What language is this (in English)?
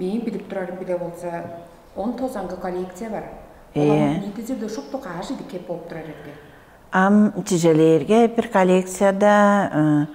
Tuvinian